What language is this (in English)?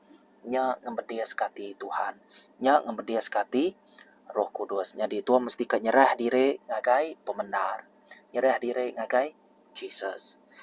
Iban